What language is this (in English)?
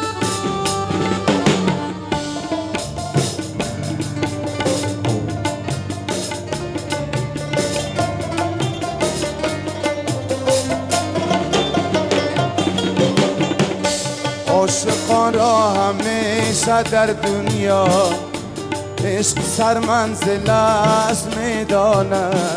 Persian